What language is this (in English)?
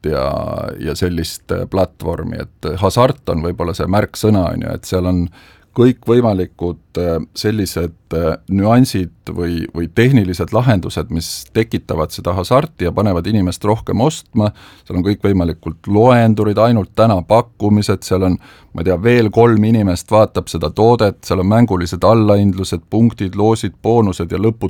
Estonian